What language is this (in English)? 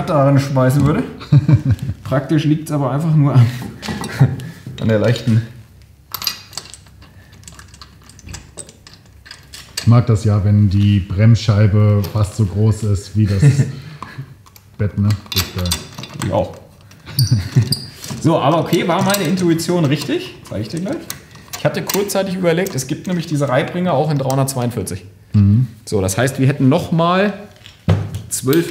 German